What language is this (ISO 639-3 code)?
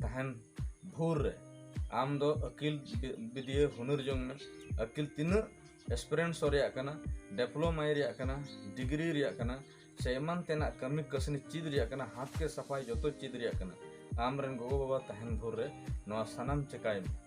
sat